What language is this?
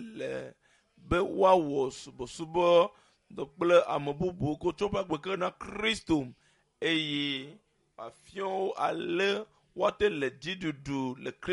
Ewe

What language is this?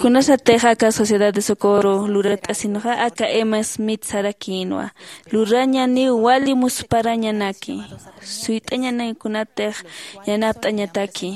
Aymara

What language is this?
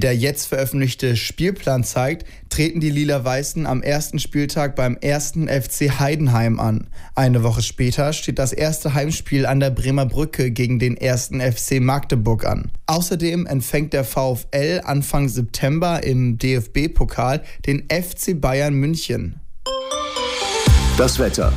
German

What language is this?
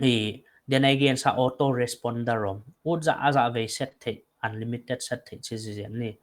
Paite Chin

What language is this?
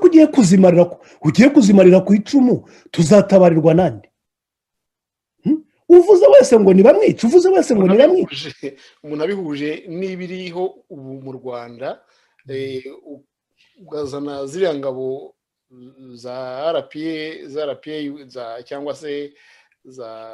Kinyarwanda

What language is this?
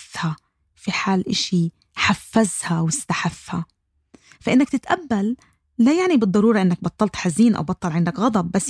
North Levantine Arabic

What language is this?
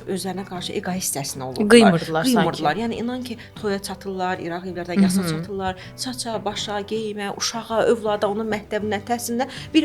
Azerbaijani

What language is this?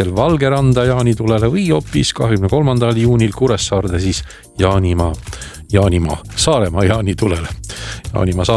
Estonian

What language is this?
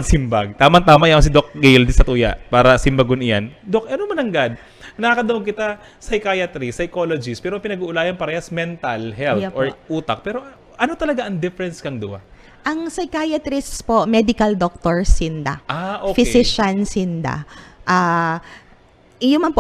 Bikol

